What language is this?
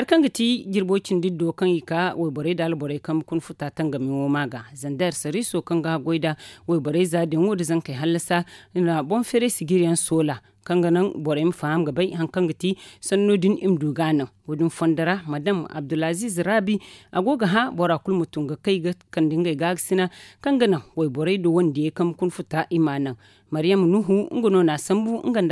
Zarma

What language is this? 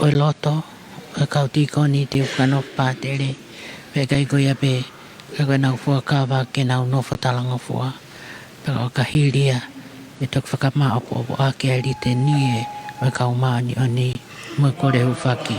Tongan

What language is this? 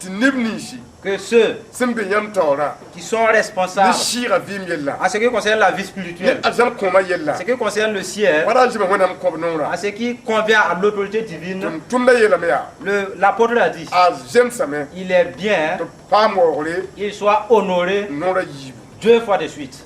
Mossi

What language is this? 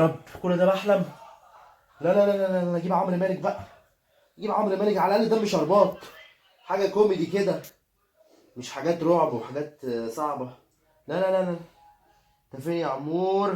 Egyptian Arabic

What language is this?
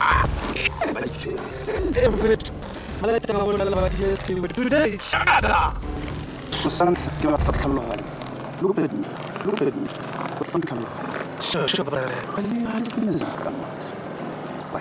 Tswana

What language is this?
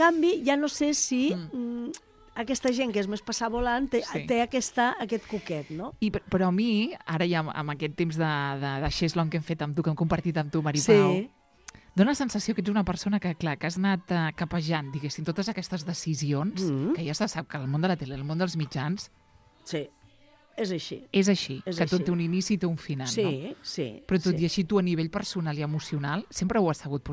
Catalan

